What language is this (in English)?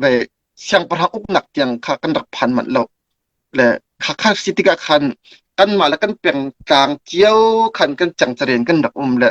Hakha Chin